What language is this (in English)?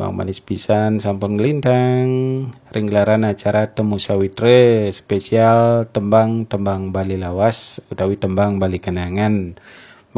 Balinese